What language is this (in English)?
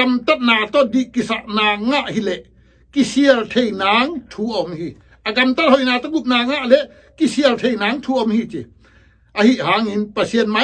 Tedim Chin